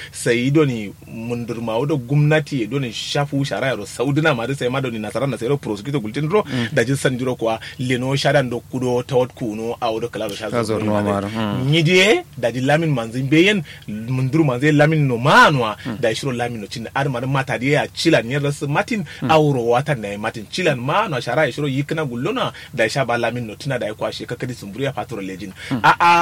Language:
Kanuri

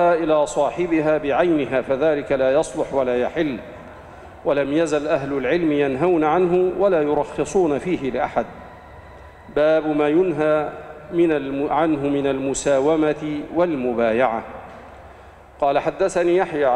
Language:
Arabic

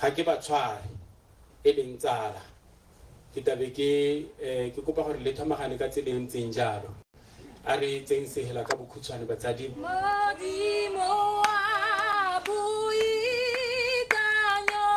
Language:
Tswana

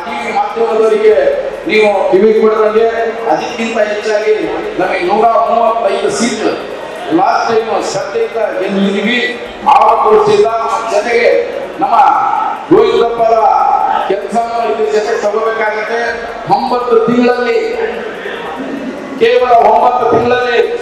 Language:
Kannada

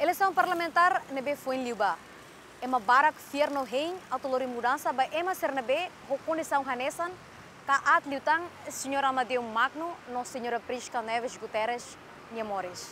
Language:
Tetum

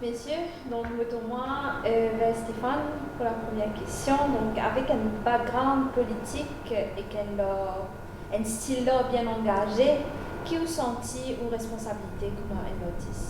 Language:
Morisyen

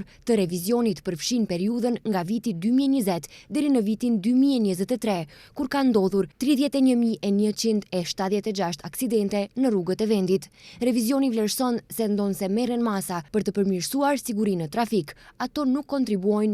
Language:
Albanian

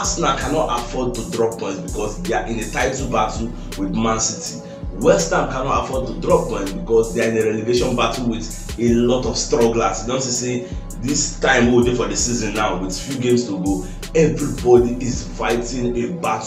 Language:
Nigerian Pidgin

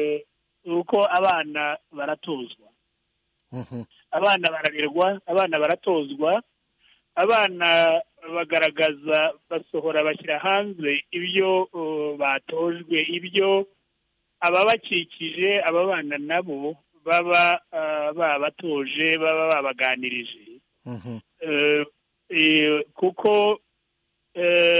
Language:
Kinyarwanda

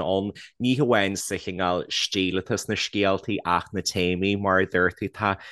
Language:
Irish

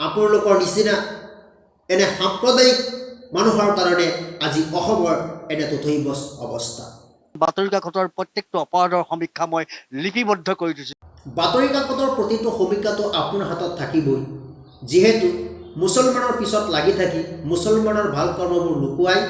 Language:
Assamese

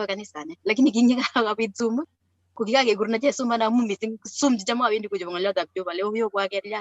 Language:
Kalenjin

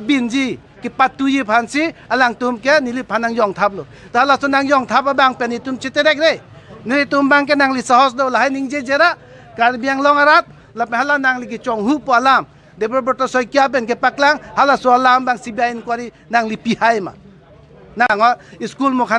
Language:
Karbi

